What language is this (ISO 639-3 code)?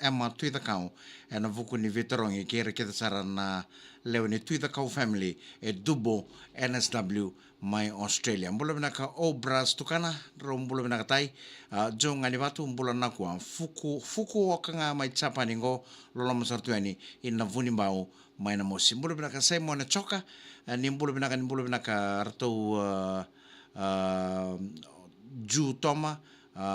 fij